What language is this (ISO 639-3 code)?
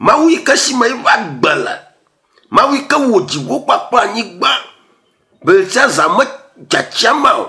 ewe